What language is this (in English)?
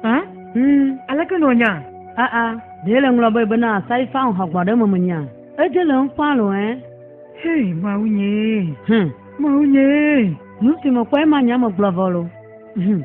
Ewe